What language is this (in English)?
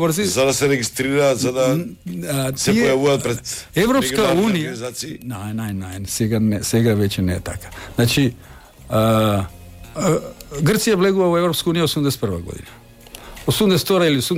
Macedonian